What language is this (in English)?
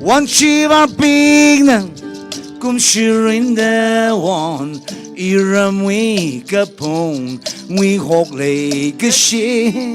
Tangkhul Naga (India)